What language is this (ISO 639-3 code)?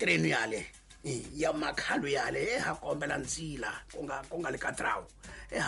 tso